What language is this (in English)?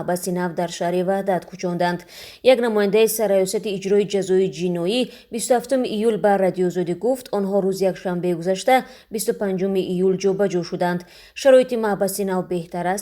Tajik